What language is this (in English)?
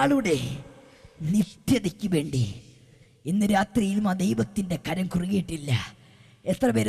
Malayalam